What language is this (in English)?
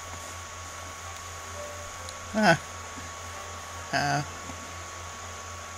English